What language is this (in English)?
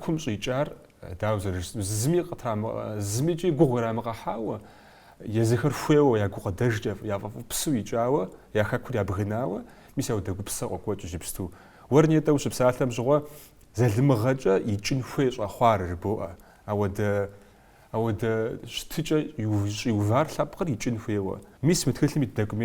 Kabardian